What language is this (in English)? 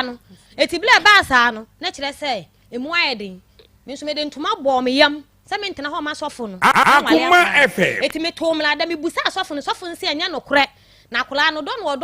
Akan